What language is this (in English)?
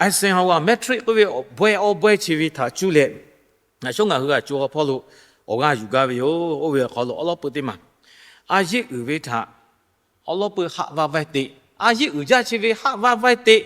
Lahu